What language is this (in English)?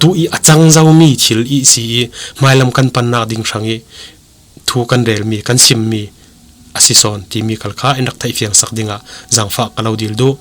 Falam Chin